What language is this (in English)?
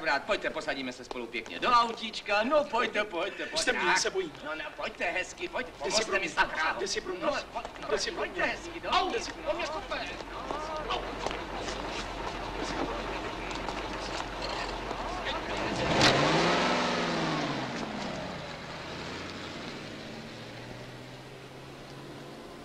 Czech